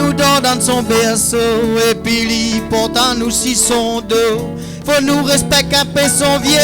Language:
Réunion Creole French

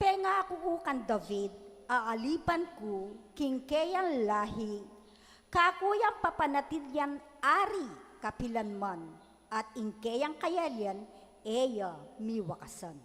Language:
Pampanga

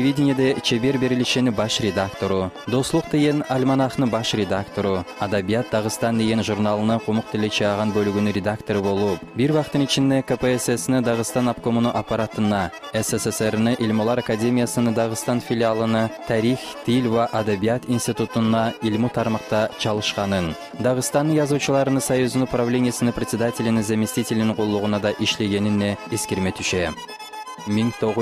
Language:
Kumyk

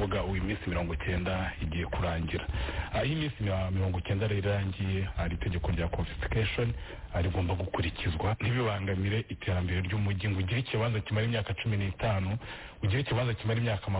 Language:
Kinyarwanda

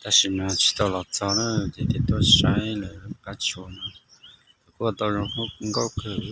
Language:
Hmong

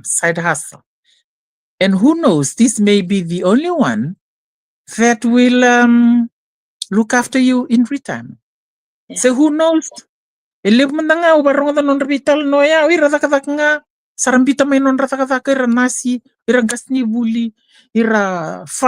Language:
Fijian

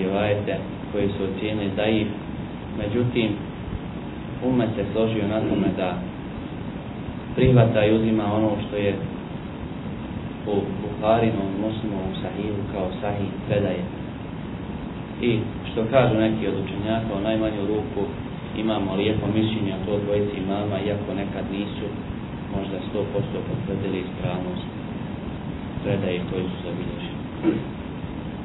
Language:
Bosnian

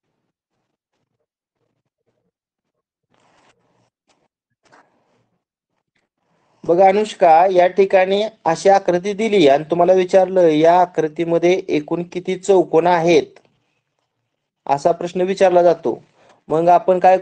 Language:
Marathi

